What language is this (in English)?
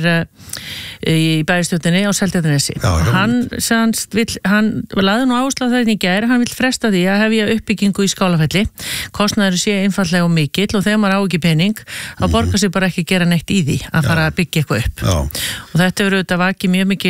Icelandic